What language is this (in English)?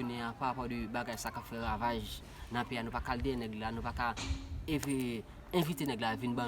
Haitian Creole